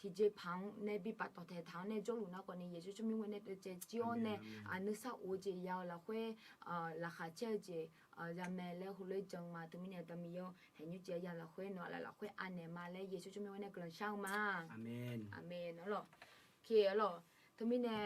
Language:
Akha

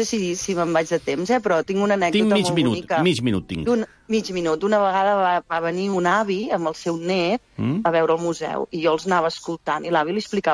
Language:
Catalan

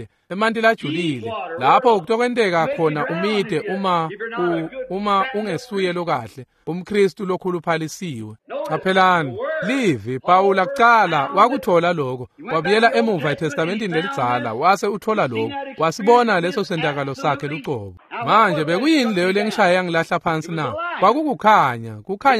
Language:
Swati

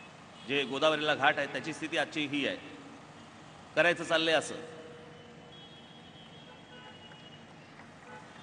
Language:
Marathi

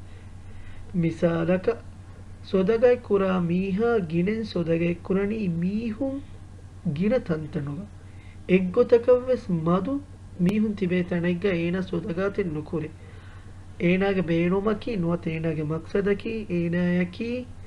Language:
Divehi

